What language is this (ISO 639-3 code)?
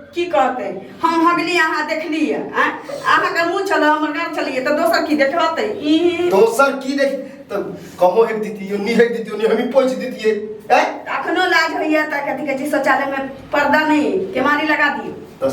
mai